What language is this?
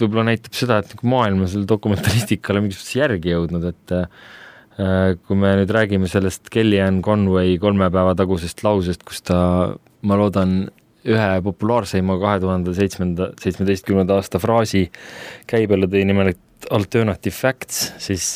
Estonian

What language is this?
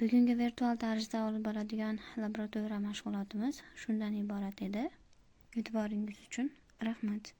Uzbek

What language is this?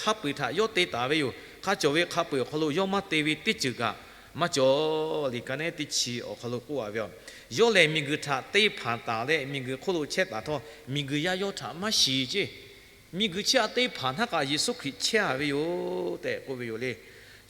Lahu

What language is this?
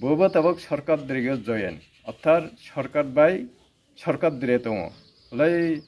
Riang (India)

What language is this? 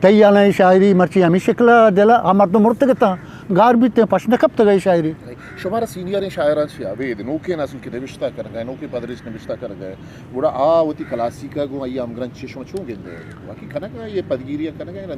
Eastern Balochi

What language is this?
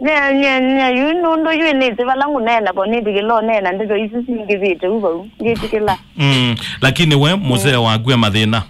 Kamba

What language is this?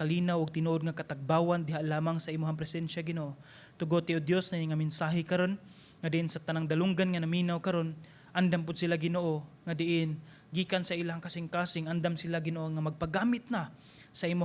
Cebuano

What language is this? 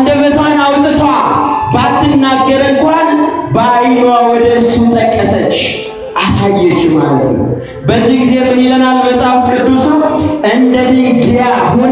Amharic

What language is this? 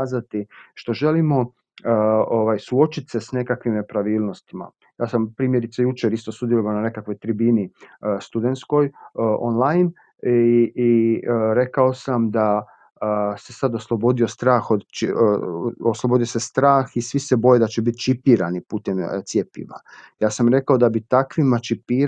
Croatian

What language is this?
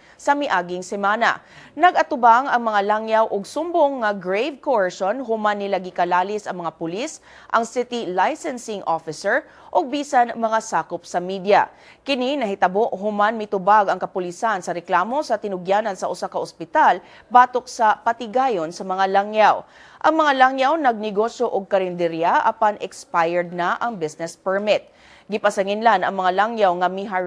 Cebuano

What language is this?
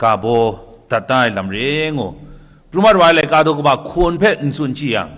Kachin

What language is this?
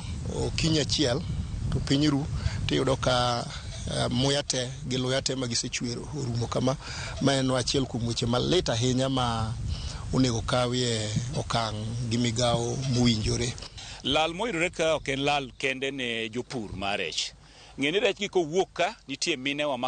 Luo (Kenya and Tanzania)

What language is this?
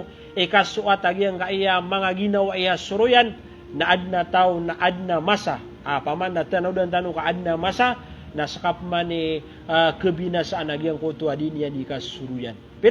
Maranao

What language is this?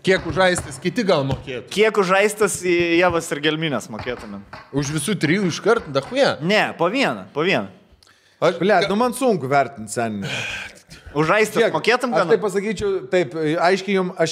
Lithuanian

